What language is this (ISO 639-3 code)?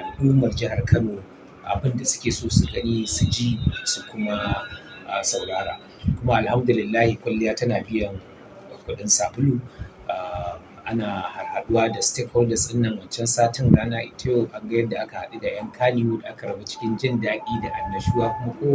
hau